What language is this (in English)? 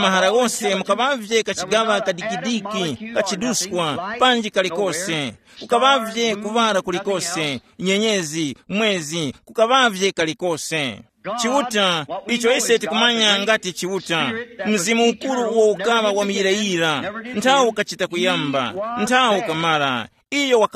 Tumbuka